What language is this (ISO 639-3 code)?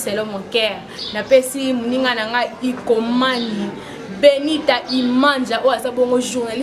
lin